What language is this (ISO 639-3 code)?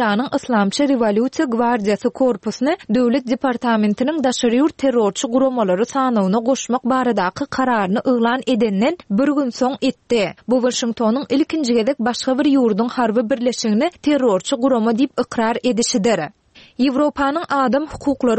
tuk